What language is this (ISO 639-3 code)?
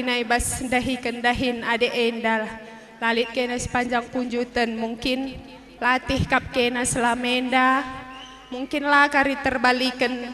btx